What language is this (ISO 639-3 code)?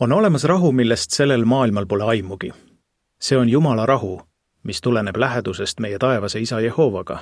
est